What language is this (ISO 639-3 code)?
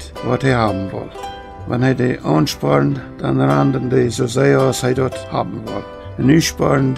pdt